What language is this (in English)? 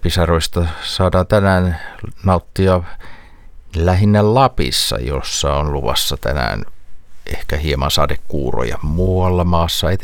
Finnish